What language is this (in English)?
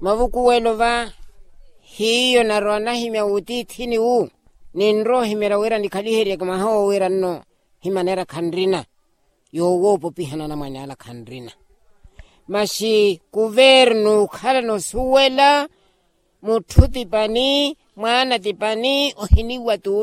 Makhuwa